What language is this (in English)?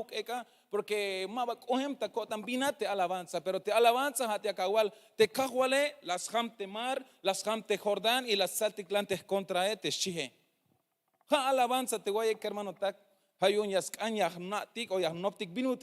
Tzeltal